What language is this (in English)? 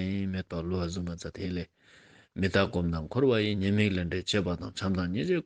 Ladakhi